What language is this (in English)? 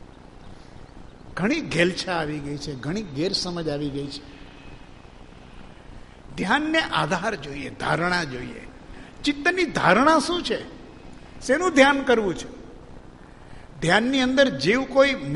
Gujarati